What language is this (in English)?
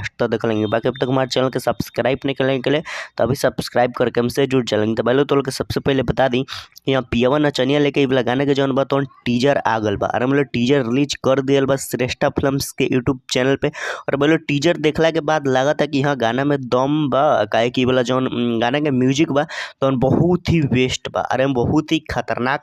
Bhojpuri